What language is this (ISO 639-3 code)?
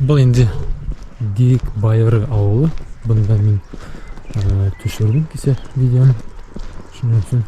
bak